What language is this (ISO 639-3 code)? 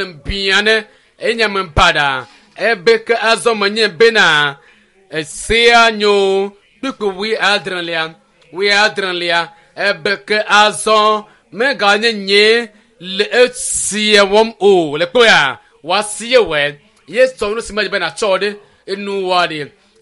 ewe